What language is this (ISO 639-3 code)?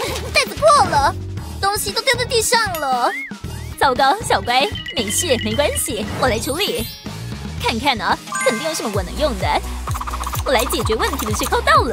zho